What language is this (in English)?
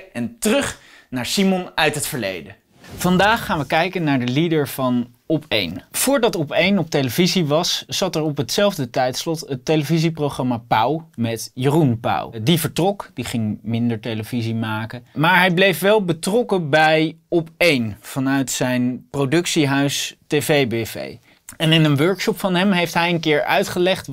Dutch